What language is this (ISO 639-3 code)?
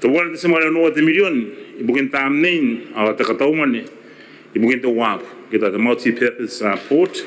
gil